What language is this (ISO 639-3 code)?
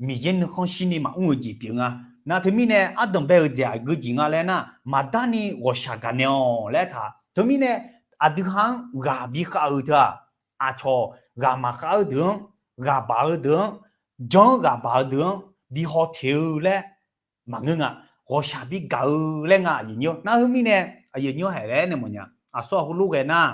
ahk